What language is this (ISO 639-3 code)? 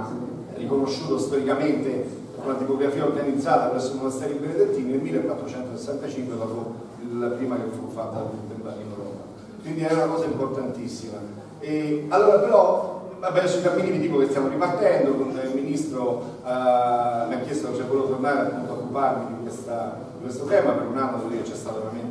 ita